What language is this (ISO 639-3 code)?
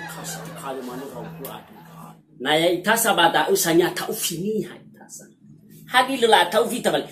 nia